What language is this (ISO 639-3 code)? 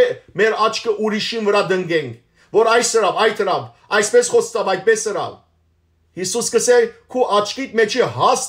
hyw